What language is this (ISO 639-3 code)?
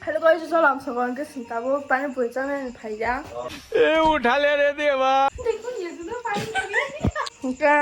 trp